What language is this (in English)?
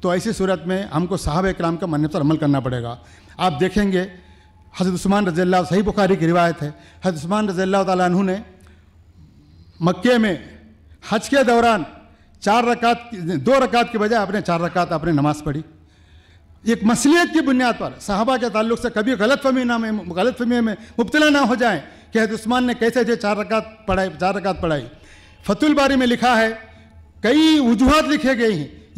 Urdu